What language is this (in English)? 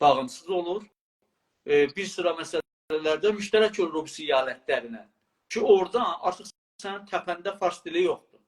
South Azerbaijani